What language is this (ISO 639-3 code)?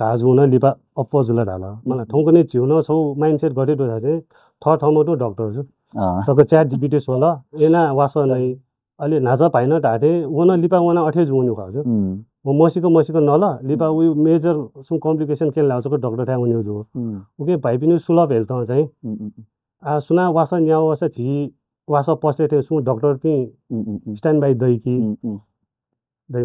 new